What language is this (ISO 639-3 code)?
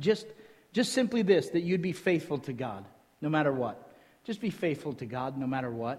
eng